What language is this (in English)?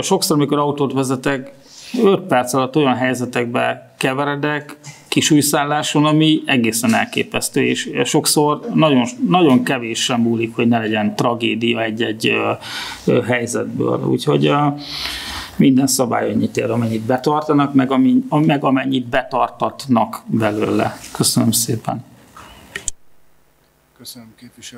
Hungarian